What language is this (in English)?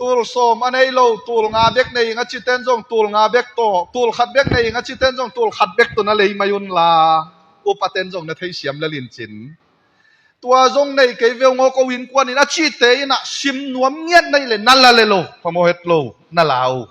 Tedim Chin